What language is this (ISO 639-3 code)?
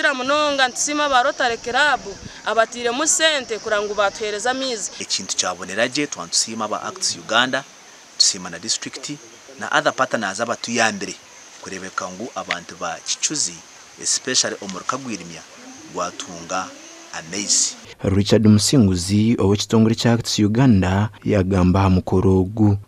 nyn